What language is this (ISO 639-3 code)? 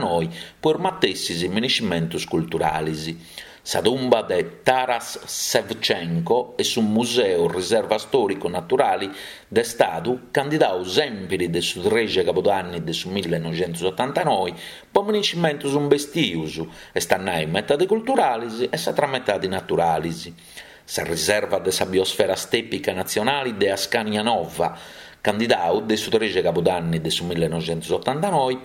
srd